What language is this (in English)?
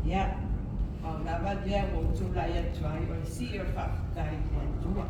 Samoan